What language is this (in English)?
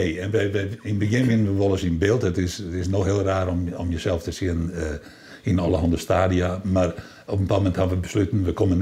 Western Frisian